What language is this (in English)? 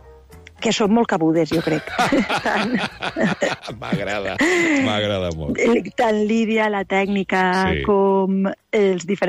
Catalan